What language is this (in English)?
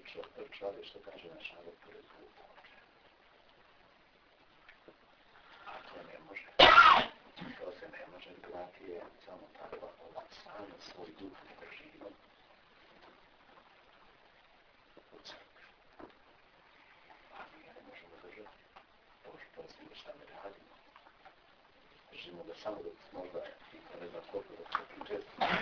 Bosnian